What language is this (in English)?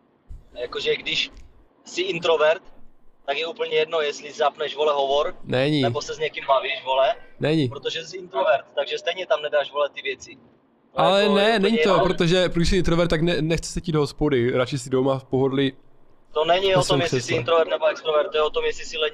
Czech